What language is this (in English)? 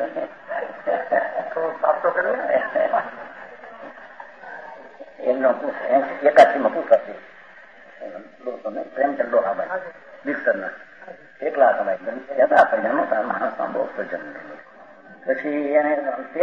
Gujarati